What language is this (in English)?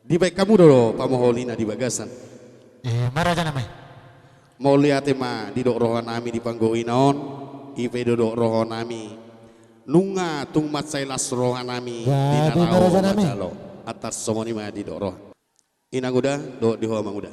Batak Toba